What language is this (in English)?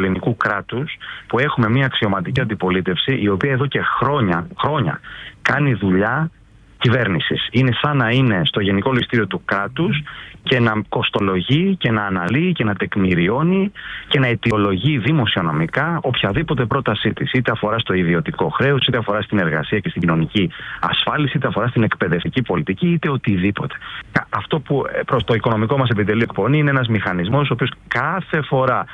Greek